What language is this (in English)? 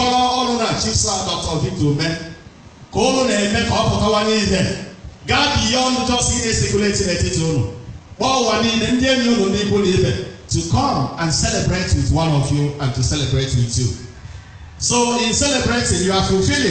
Igbo